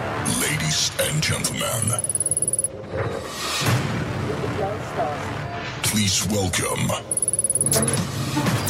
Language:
Afrikaans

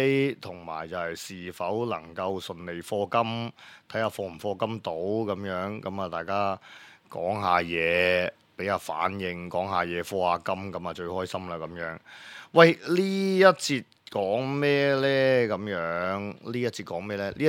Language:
Cantonese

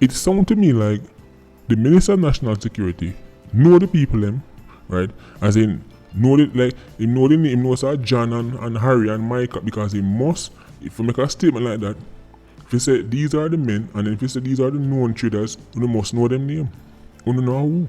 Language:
Jamaican Creole English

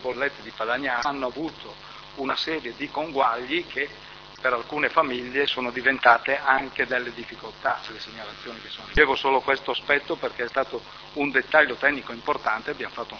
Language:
Italian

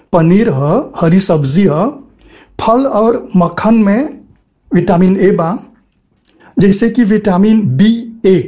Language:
Bhojpuri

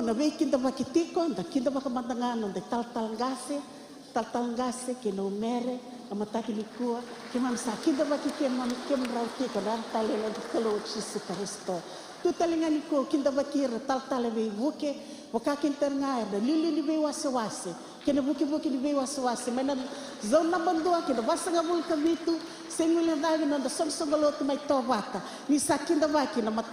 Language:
Fijian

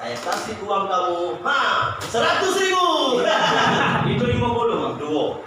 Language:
Musi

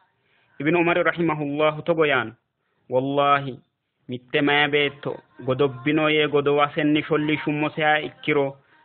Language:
Sidamo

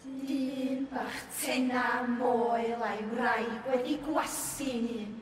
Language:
Welsh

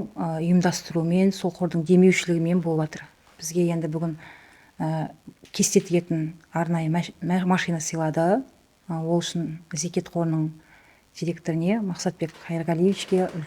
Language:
Kazakh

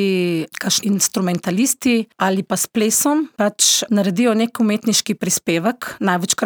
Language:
Slovenian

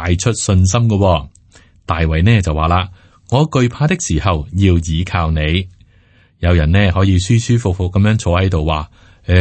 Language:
Cantonese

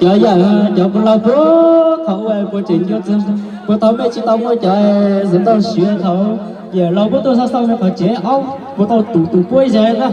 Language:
Hmong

